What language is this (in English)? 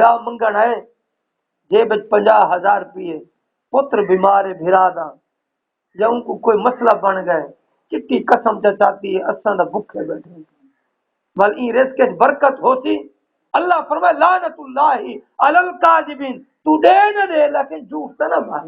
Saraiki